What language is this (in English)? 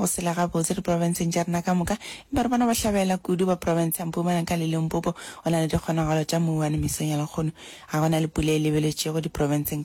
Northern Sotho